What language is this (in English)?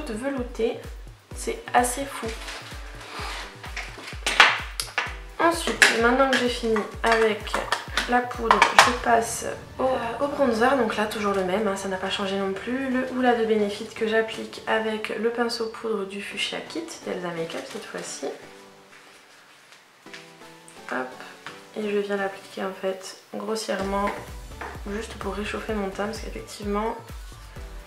French